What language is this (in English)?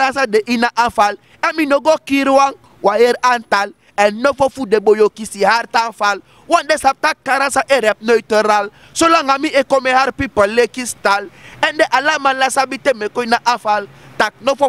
Sranan Tongo